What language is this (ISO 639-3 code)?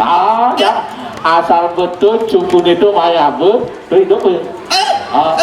ban